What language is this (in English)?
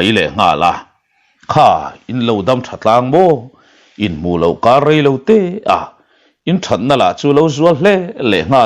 Mizo